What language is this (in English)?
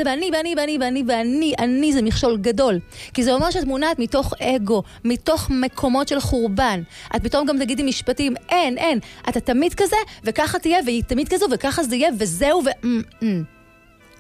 Hebrew